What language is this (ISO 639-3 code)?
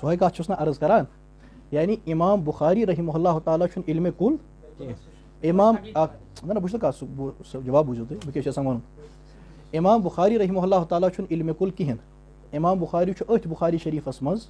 kas